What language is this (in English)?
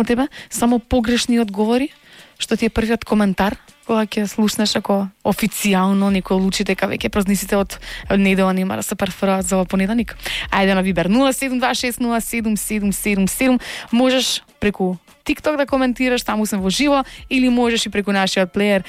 Macedonian